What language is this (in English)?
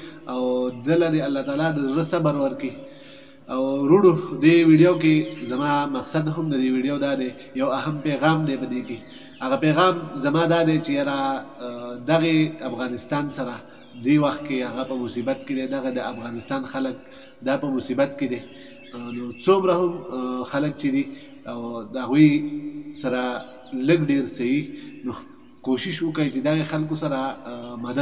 Pashto